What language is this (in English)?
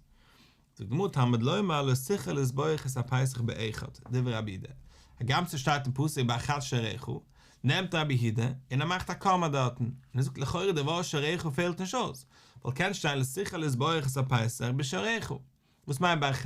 Yiddish